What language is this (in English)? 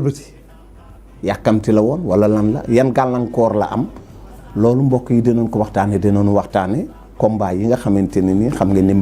Wolof